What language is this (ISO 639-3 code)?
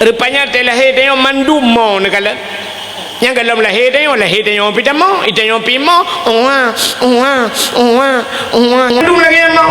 ace